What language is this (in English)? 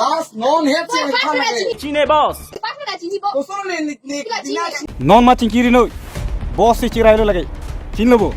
Karbi